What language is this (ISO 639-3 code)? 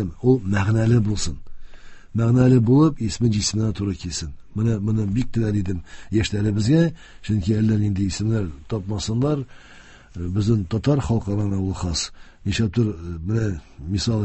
tat